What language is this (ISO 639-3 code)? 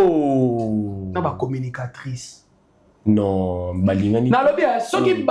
lin